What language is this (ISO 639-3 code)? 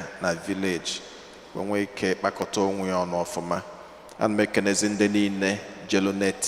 ibo